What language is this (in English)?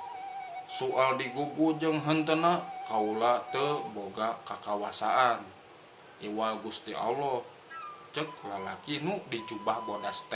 Sundanese